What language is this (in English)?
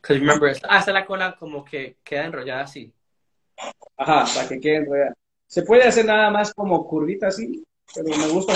Spanish